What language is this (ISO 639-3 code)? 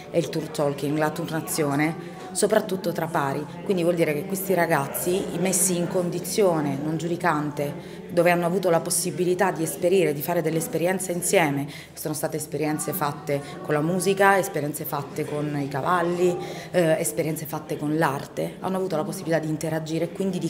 ita